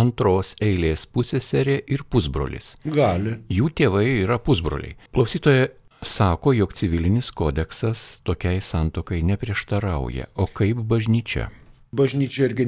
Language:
Lithuanian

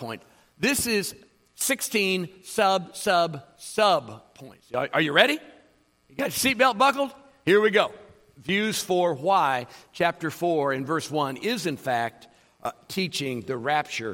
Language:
English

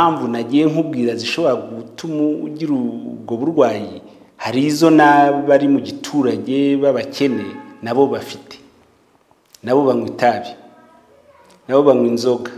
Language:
Kinyarwanda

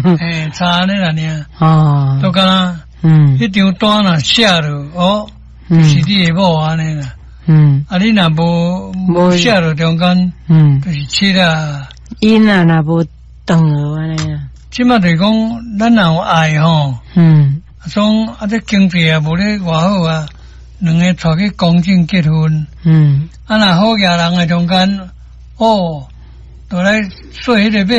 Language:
Min Nan Chinese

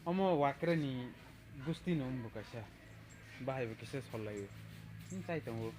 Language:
Kok Borok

